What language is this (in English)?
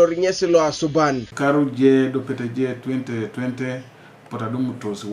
Teso